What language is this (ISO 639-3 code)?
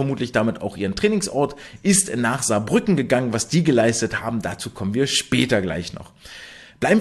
deu